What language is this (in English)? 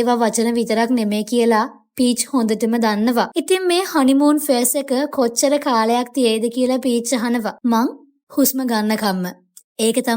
Sinhala